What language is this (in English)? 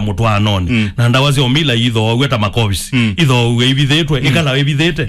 Kamba